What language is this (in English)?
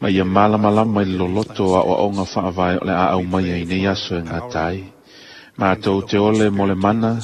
Samoan